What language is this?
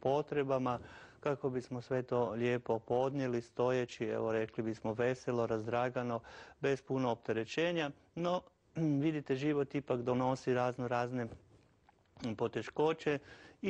Croatian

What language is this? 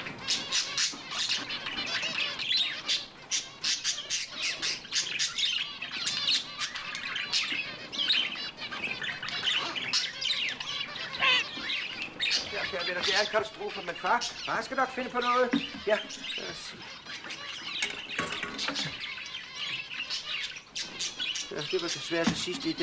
Danish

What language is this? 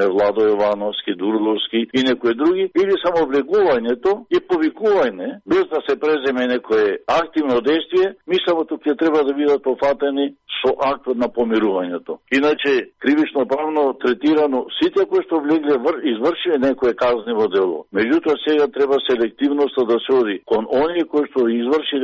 Macedonian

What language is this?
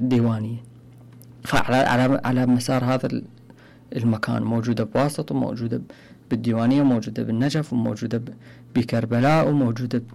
Mesopotamian Arabic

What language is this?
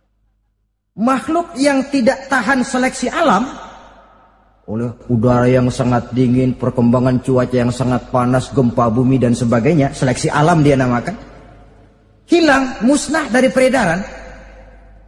Indonesian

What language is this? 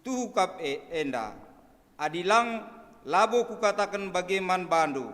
Batak Karo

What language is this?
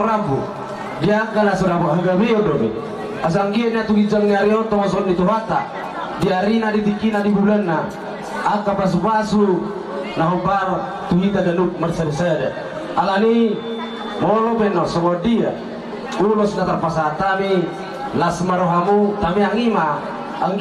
Batak Toba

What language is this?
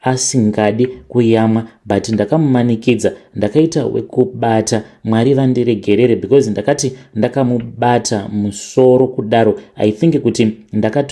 Shona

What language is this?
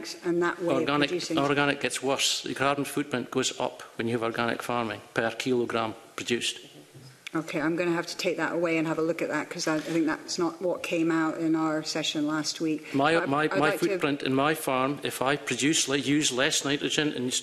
English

